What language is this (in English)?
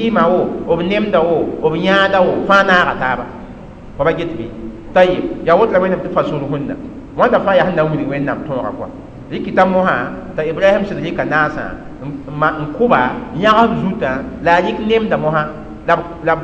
Mossi